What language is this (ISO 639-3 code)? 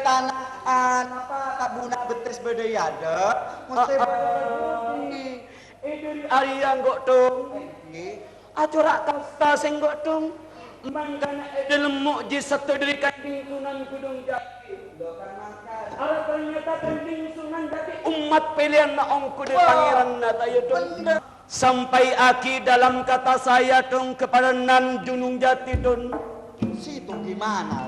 mad